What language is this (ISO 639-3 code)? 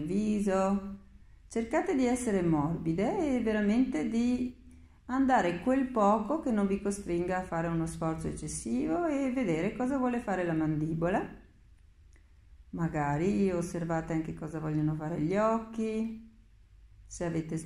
ita